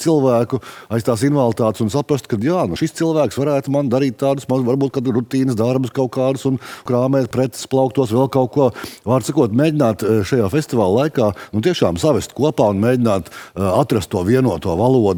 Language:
Latvian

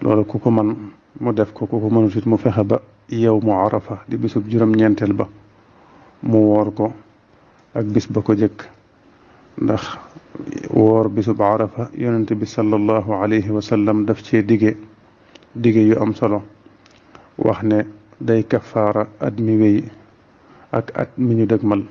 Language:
Wolof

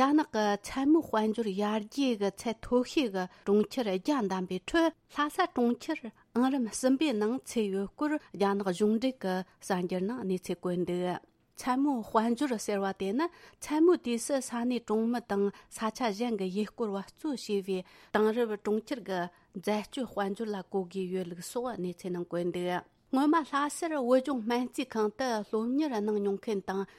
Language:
Tibetan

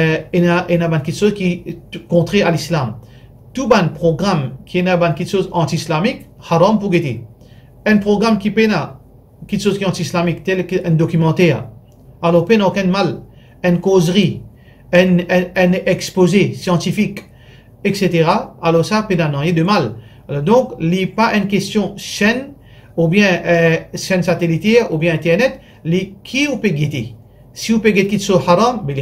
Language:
Morisyen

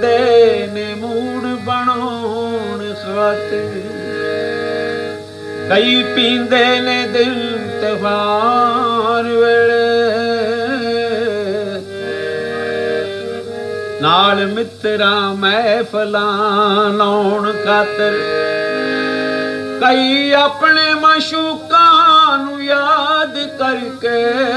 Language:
Punjabi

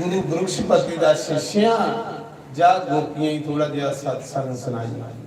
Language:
Dogri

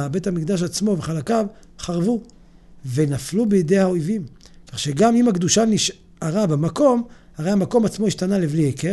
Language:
Hebrew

